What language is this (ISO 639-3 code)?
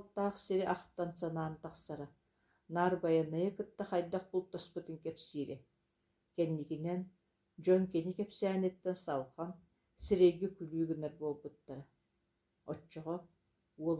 sah